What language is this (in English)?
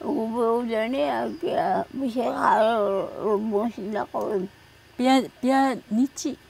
Taroko